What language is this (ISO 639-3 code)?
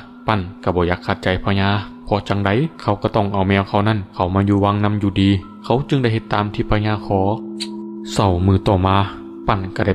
lao